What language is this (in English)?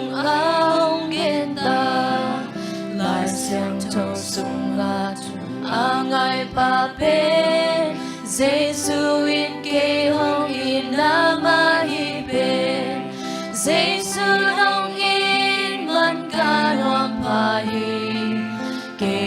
Tedim Chin